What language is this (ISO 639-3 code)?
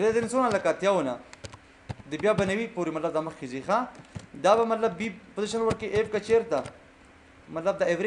pus